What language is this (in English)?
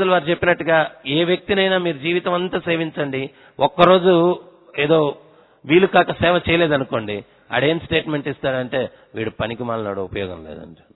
Telugu